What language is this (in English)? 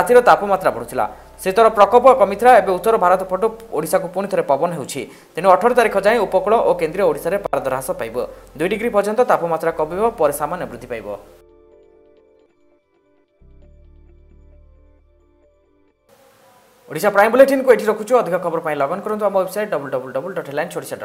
Odia